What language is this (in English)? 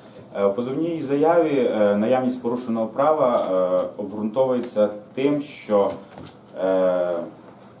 Ukrainian